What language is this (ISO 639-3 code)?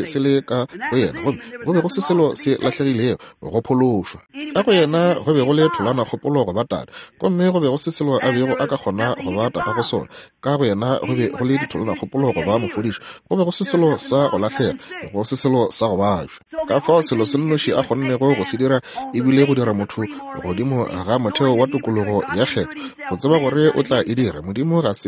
nso